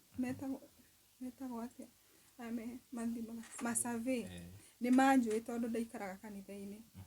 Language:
Kikuyu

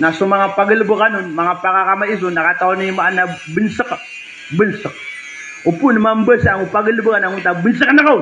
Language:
Maranao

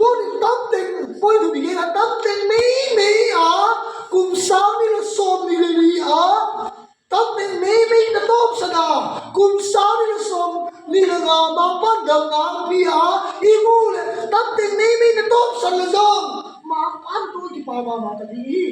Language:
Tedim Chin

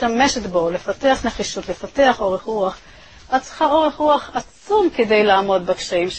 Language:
Hebrew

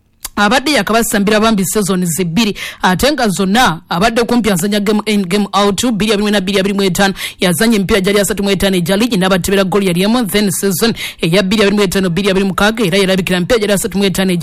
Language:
Ganda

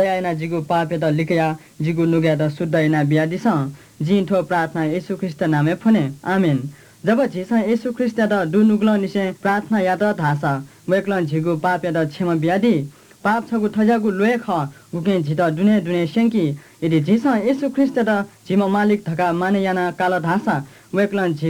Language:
Newari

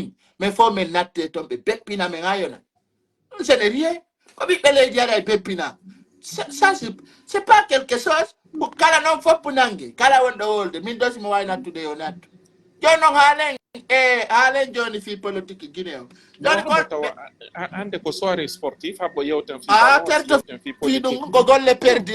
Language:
Pular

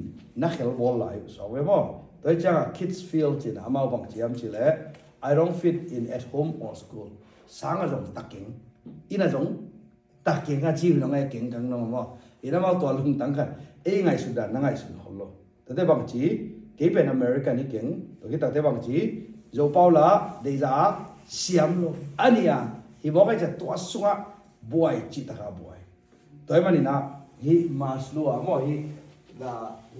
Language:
Tedim Chin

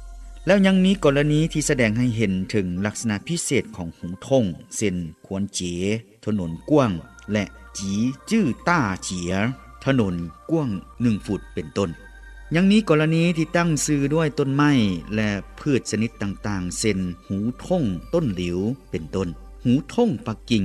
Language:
Lao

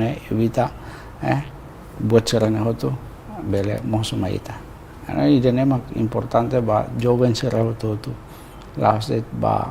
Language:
Tetum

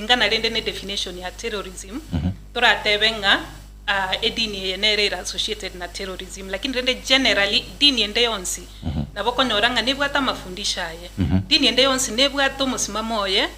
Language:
Gusii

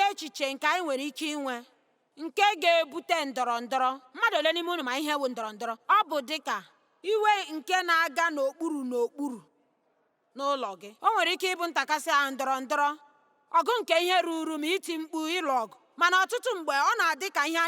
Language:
Igbo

